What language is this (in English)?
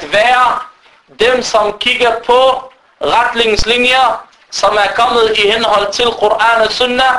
Danish